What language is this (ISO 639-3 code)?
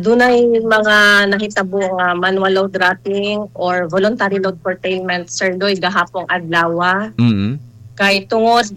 ceb